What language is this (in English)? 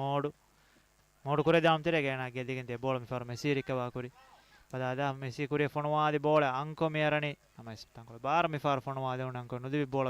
Divehi